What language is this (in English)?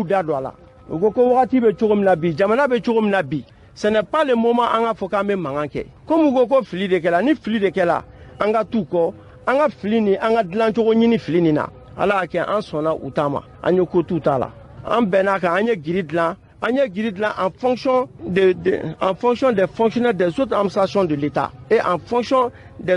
Bambara